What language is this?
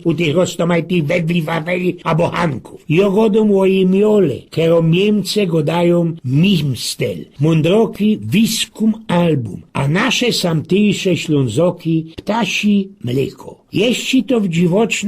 Silesian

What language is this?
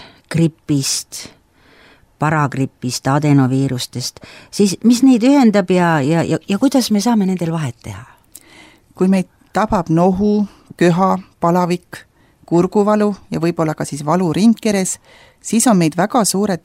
Estonian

